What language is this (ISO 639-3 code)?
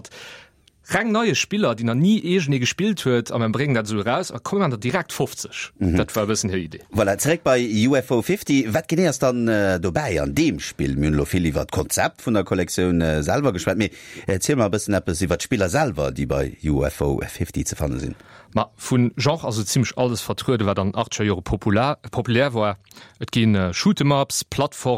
ltz